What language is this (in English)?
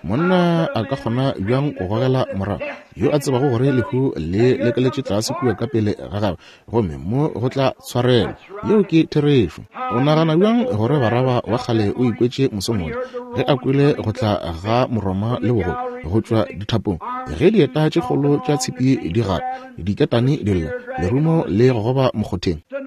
Northern Sotho